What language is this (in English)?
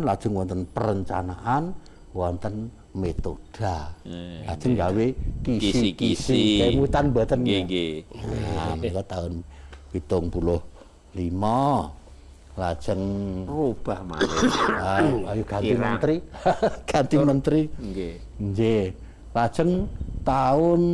Javanese